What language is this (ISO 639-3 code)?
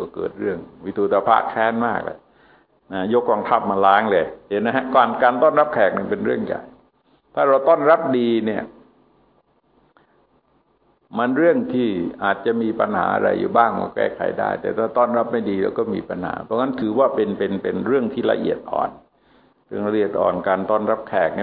tha